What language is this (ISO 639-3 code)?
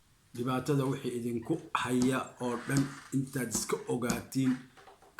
som